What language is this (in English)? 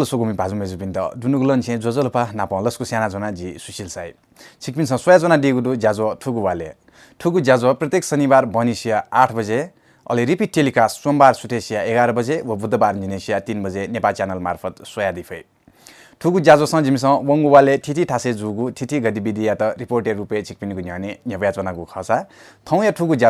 Newari